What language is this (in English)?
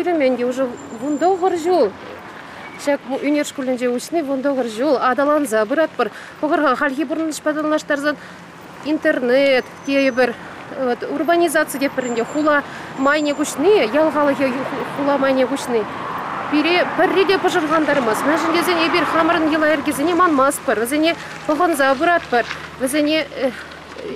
Chuvash